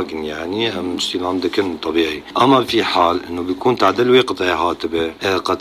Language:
North Levantine Arabic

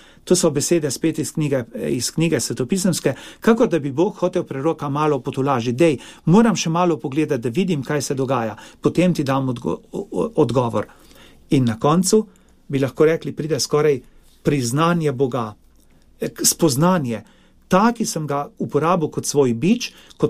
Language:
Slovenian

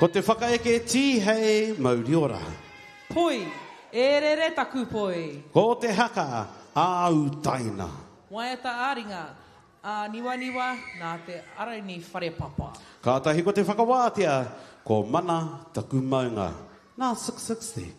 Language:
Māori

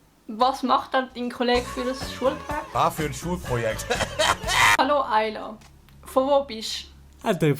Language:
Swiss German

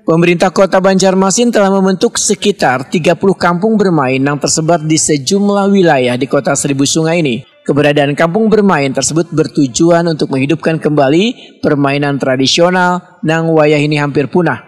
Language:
Banjar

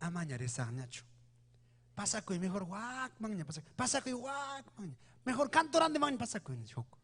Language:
Ayacucho Quechua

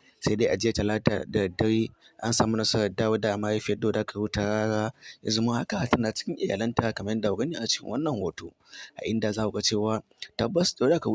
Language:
Hausa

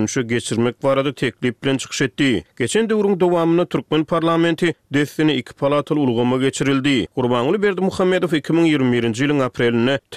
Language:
Turkmen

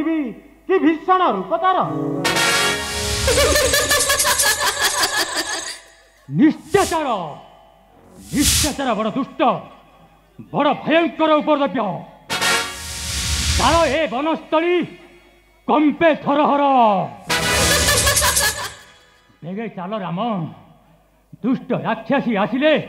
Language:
Odia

